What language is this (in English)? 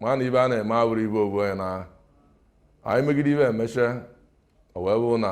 Igbo